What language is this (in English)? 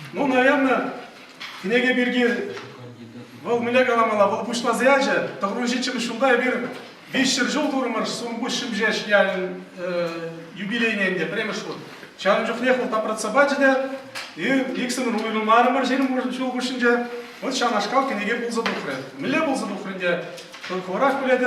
Chuvash